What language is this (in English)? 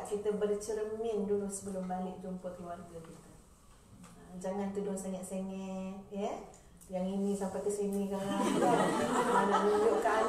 Malay